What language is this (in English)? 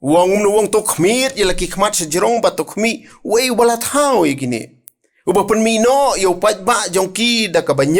Khasi